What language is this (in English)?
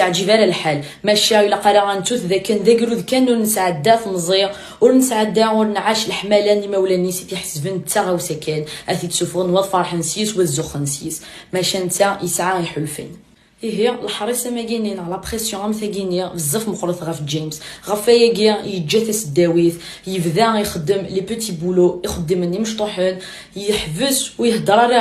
Kabyle